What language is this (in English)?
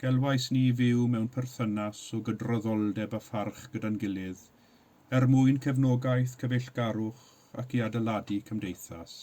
Welsh